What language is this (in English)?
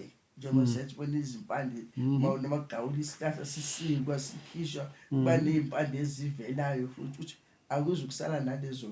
Zulu